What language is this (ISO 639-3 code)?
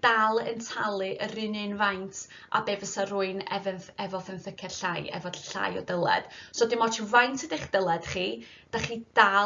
cym